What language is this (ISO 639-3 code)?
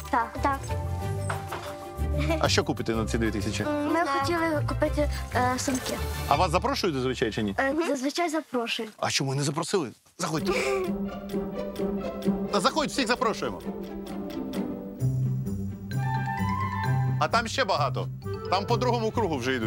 ukr